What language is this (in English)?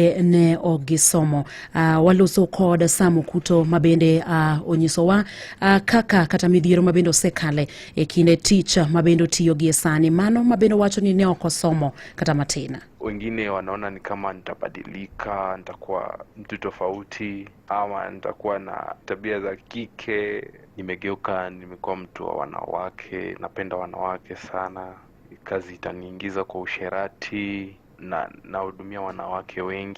Luo (Kenya and Tanzania)